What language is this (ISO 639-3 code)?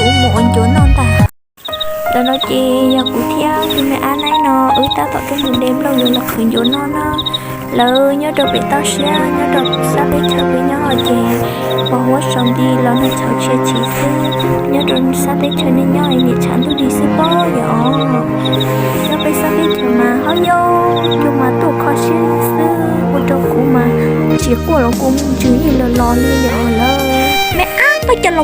hmn